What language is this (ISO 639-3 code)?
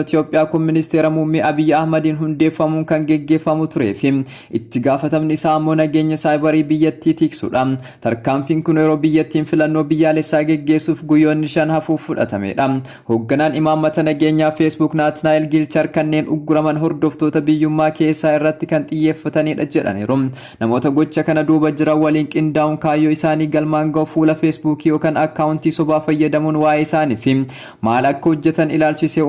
orm